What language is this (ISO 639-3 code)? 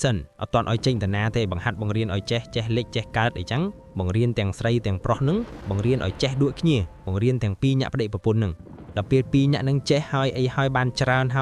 khm